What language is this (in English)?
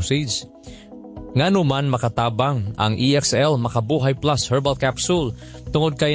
Cebuano